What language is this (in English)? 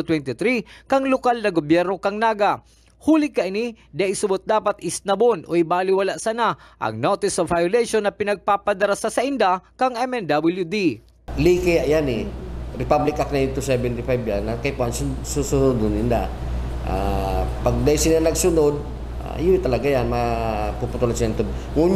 Bikol